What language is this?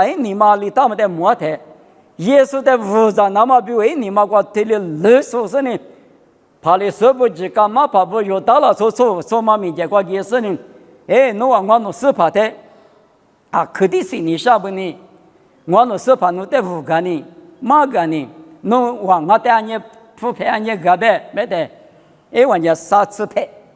Lisu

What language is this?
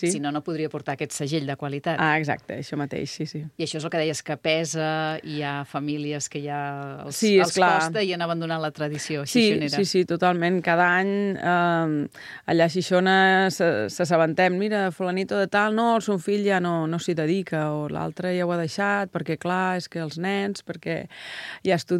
Catalan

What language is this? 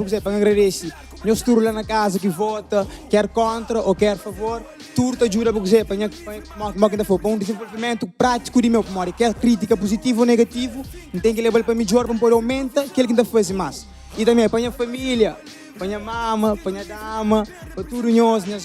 Kabuverdianu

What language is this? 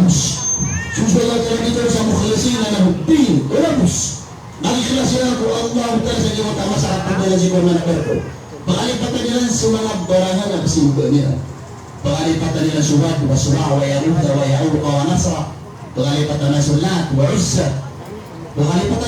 Maranao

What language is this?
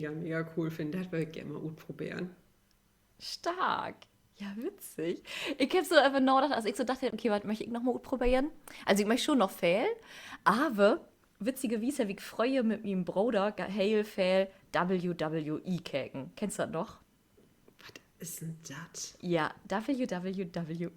Low German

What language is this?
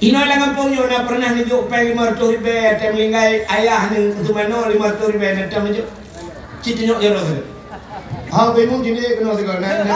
Achinese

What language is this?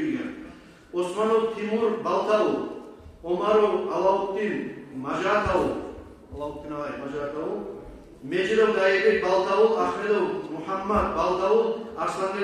Kumyk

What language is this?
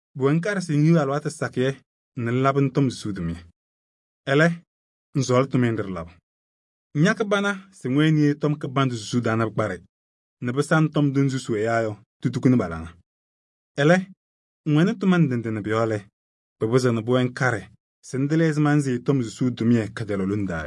Kabiyè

